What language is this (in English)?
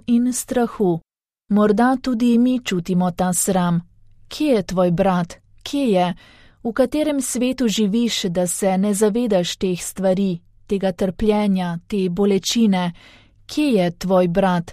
Slovenian